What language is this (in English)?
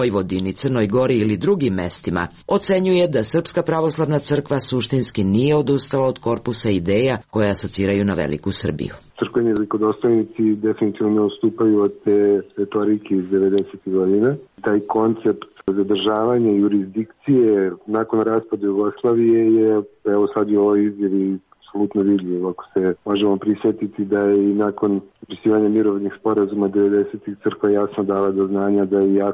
Serbian